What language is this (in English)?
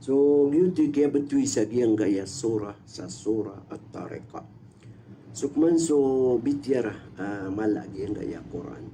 Maranao